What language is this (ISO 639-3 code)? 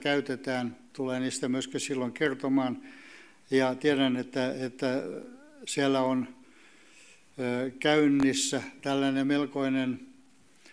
fin